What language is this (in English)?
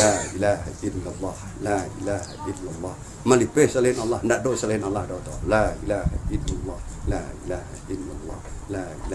Minangkabau